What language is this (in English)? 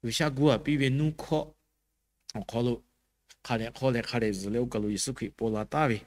Lahu